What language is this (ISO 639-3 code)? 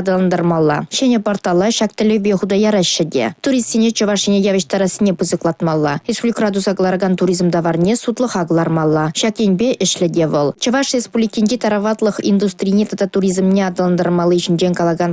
chv